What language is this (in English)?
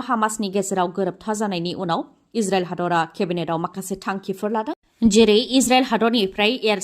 Bodo